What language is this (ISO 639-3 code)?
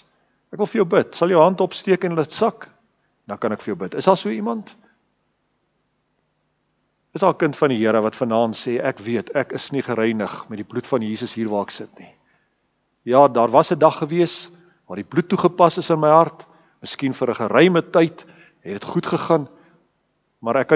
afr